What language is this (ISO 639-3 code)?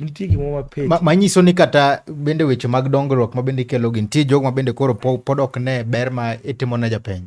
luo